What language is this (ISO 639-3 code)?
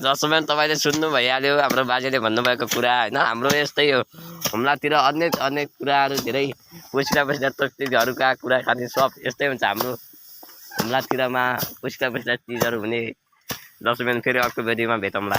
nep